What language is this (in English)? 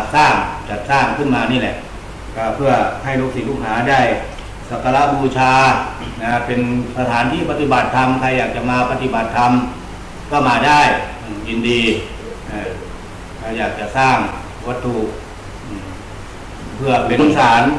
Thai